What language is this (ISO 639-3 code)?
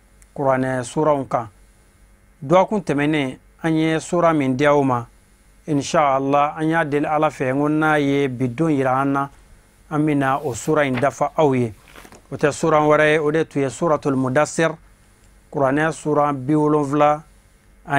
bam